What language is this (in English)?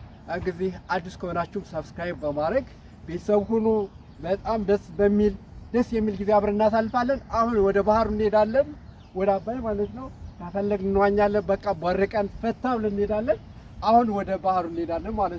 Amharic